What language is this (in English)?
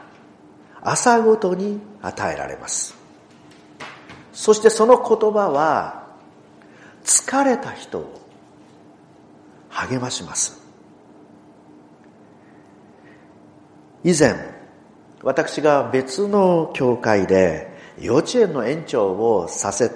Japanese